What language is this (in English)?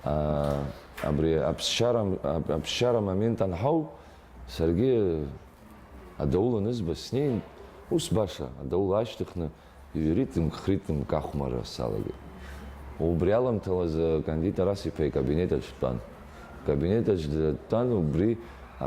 Abkhazian